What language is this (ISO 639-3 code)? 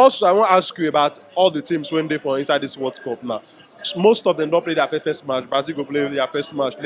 pcm